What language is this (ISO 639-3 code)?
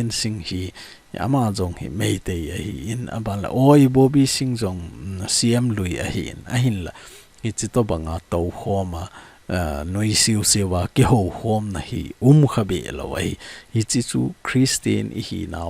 tcz